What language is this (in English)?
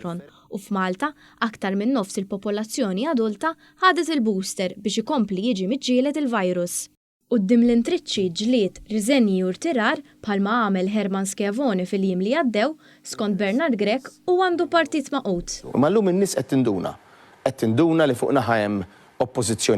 Maltese